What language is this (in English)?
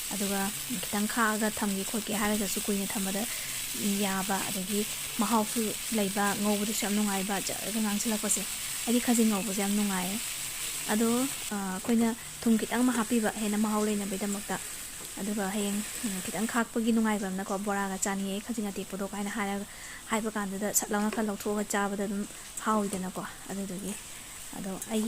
Manipuri